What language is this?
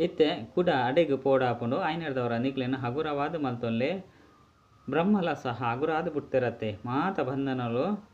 Tulu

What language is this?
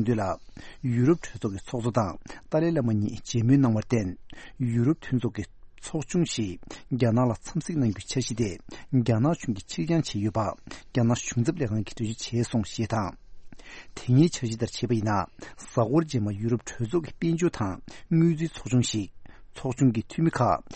Tibetan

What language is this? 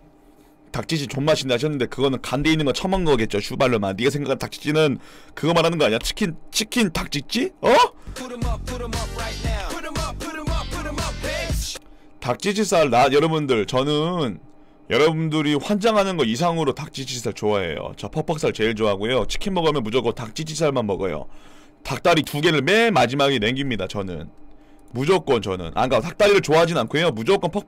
Korean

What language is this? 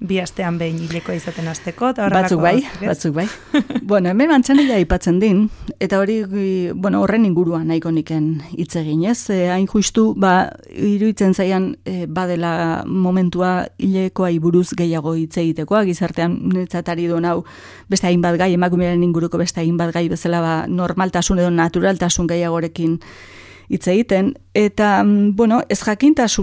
Basque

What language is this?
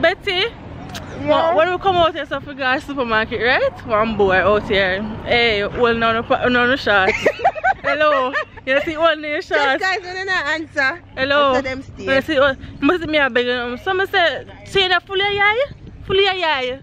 Jamaican Creole English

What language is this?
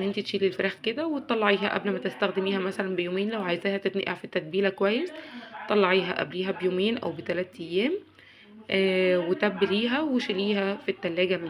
Egyptian Arabic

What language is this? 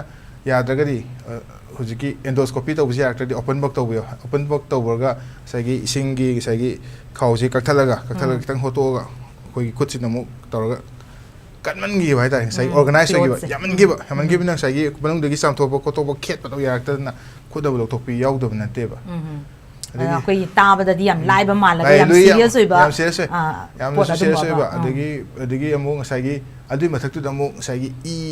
Manipuri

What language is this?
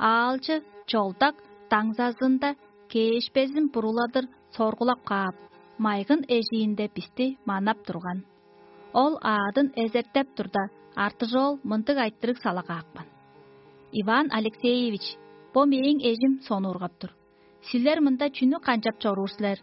Tuvinian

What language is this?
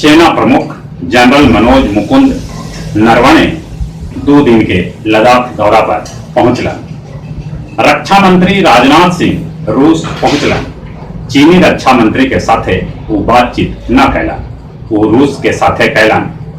Magahi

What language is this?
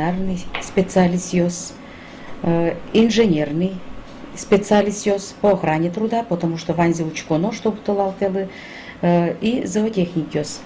Udmurt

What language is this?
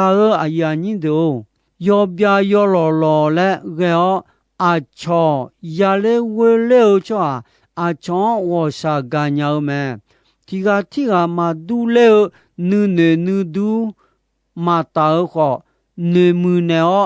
Akha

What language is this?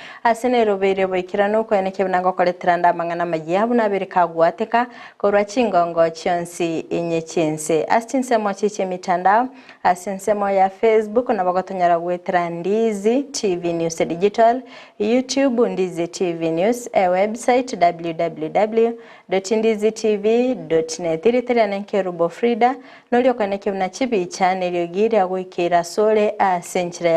Gusii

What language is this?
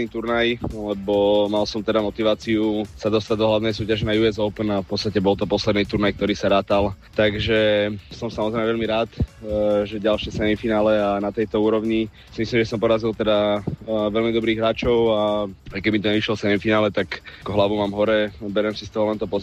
Slovak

